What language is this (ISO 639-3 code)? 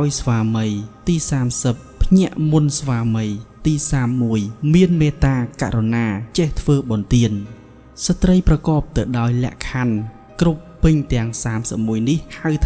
khm